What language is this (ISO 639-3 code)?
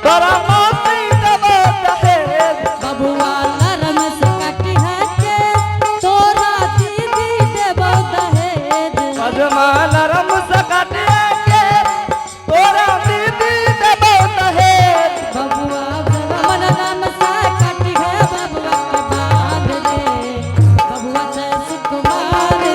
anp